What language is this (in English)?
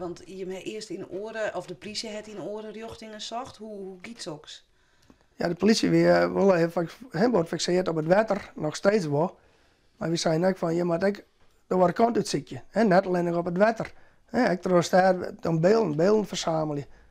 Western Frisian